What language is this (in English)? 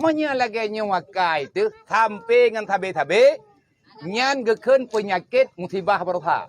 Achinese